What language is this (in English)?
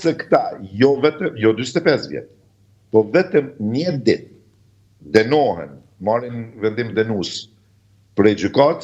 Albanian